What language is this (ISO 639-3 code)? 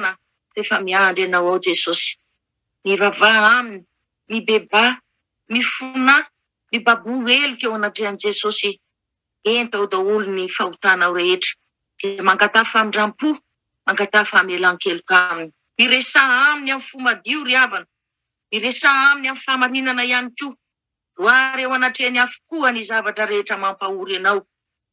mlg